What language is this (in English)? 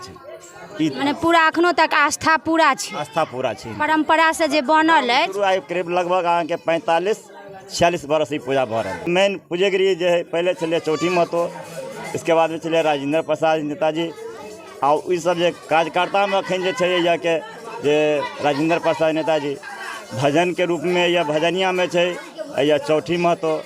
Maithili